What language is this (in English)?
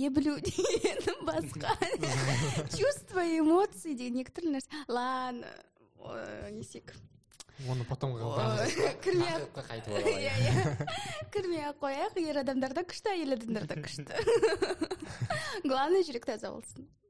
Kazakh